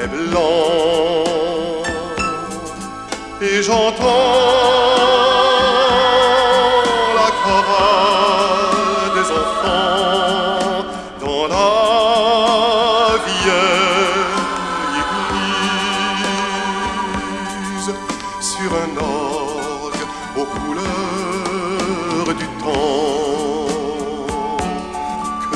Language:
French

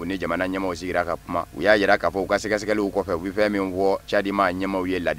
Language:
Bambara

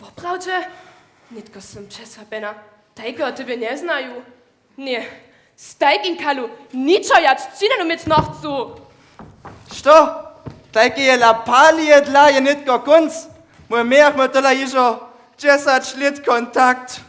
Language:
Upper Sorbian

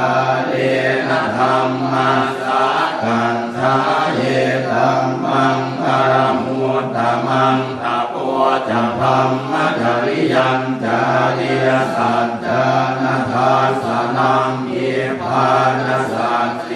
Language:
Pali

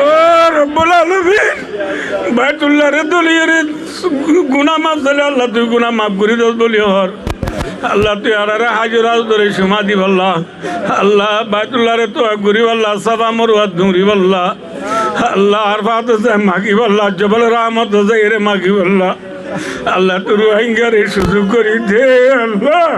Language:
Rohingya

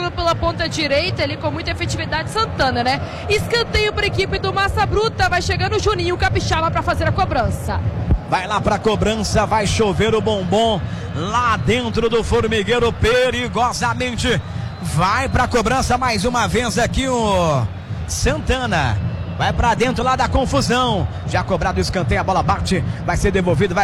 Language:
Portuguese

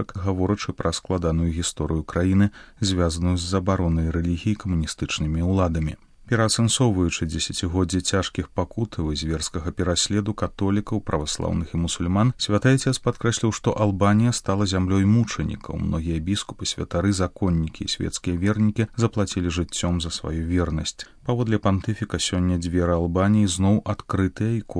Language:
Belarusian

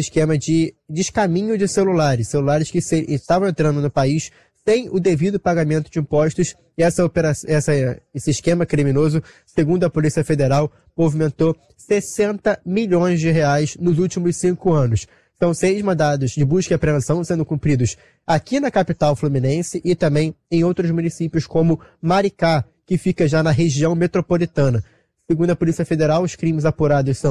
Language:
Portuguese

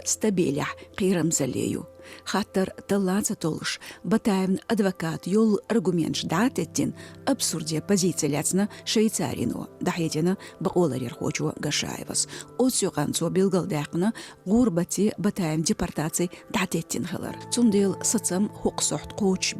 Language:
Chechen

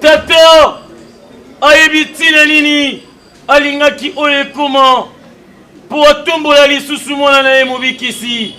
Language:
Lingala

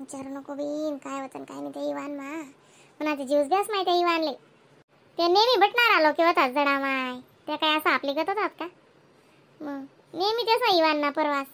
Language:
Khandesi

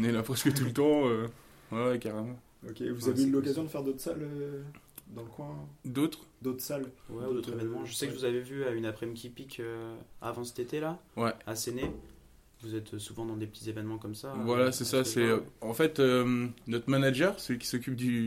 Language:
French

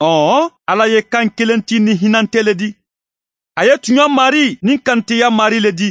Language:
Bambara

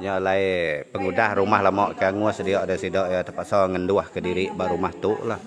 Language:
Iban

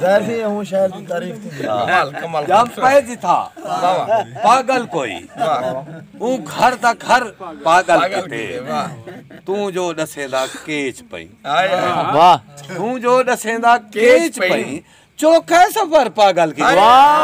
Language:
Saraiki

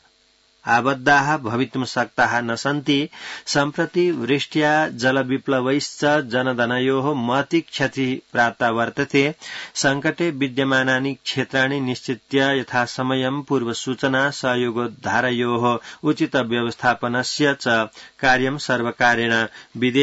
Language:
Sanskrit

